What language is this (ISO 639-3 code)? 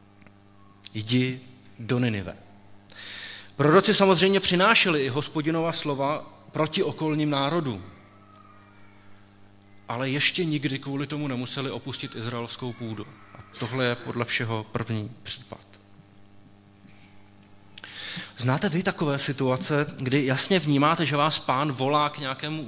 ces